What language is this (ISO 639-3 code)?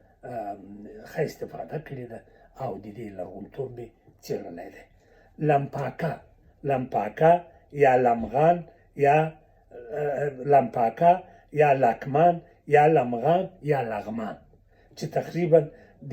pus